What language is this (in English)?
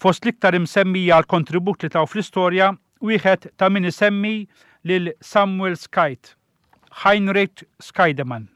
Maltese